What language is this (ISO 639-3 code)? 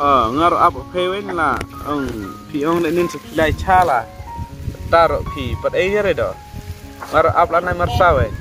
kha